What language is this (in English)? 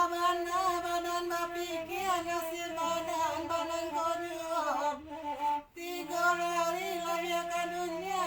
Minangkabau